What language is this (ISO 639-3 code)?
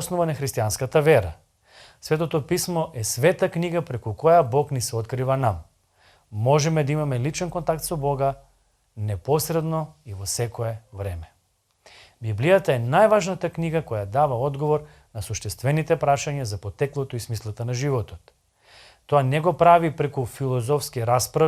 mkd